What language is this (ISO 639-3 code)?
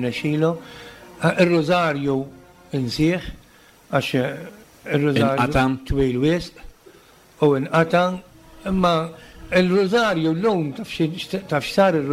mlt